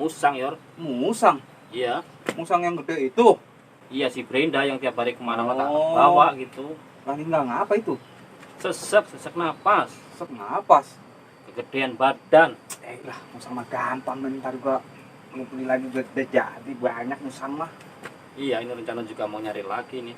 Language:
Betawi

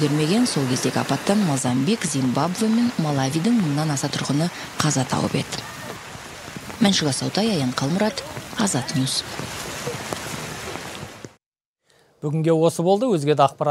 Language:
Kazakh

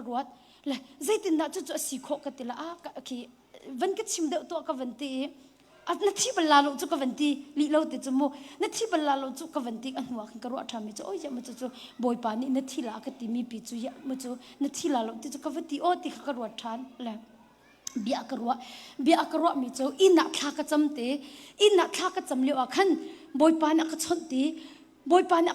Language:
Hakha Chin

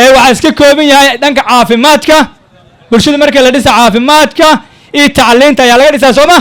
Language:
Somali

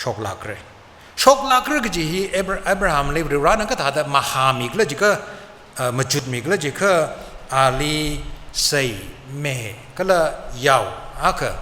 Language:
Tangkhul Naga (India)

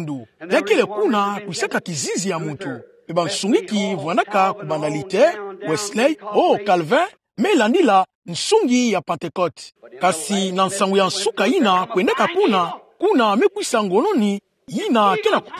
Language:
Kituba (Democratic Republic of Congo)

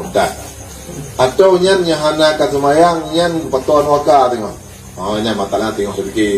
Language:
Achinese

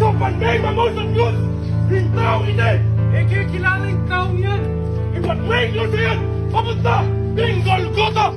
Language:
Pampanga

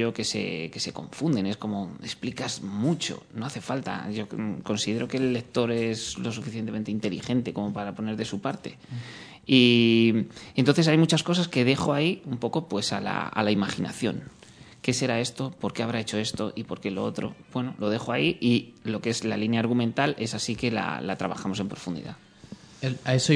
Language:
Spanish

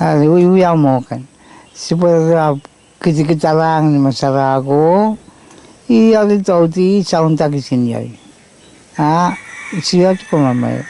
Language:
Pohnpeian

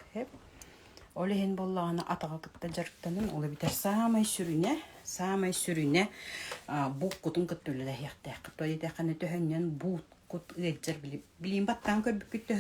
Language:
Yakut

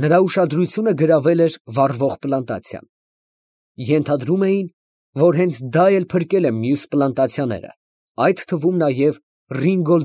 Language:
Armenian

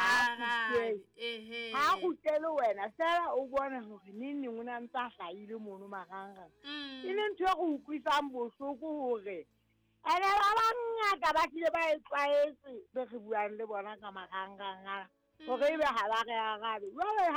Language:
Southern Sotho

